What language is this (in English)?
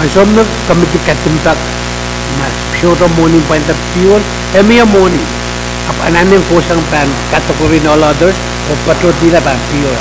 Pohnpeian